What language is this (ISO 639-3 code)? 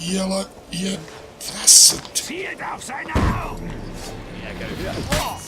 gsw